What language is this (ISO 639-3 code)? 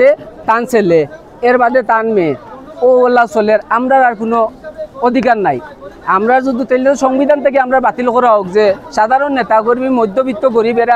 syl